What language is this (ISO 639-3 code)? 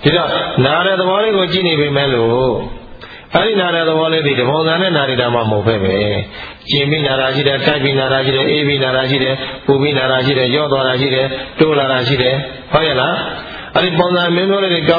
mya